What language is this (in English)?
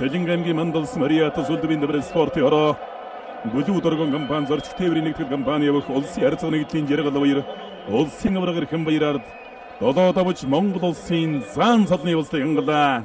Mongolian